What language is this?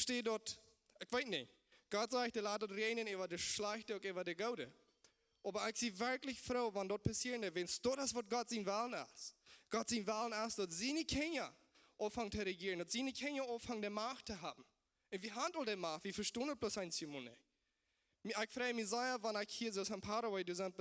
Plautdietsch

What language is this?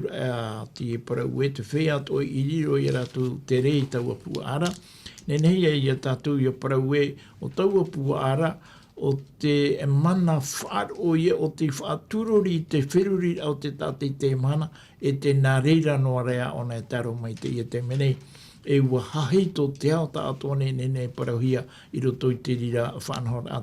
Tahitian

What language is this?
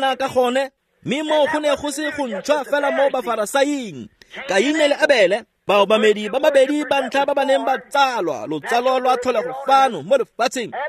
Tswana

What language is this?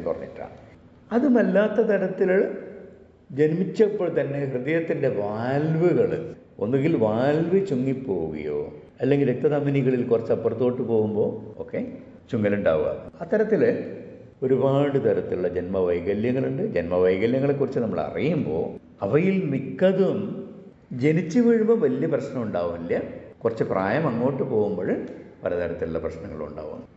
Malayalam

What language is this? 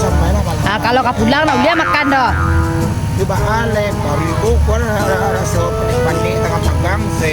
Minangkabau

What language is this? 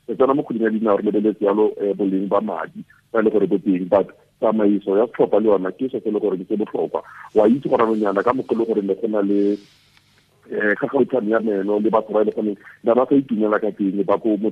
Tswana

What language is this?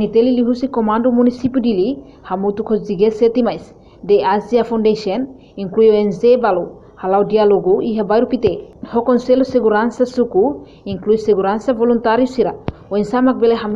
Tetum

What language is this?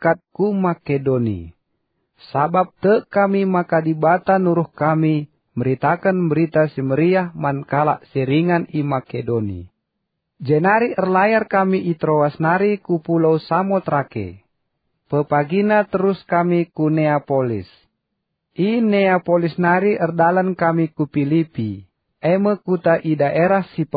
Batak Karo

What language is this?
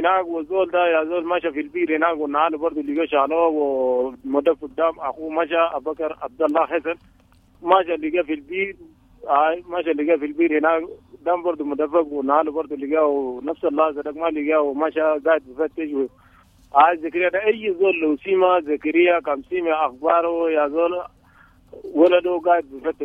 Sudanese Arabic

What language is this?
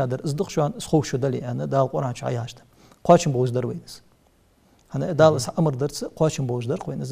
Ingush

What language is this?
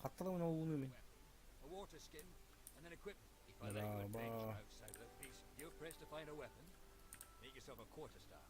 Yakut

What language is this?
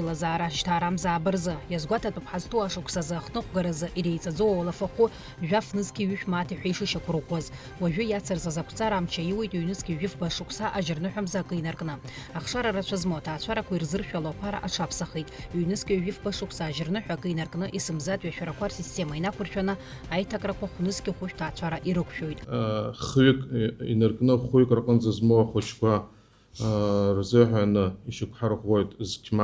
Abkhazian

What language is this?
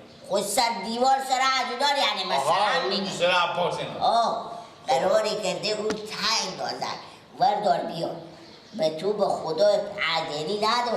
Persian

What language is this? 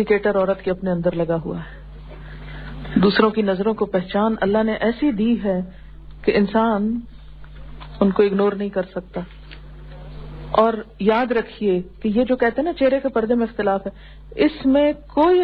Urdu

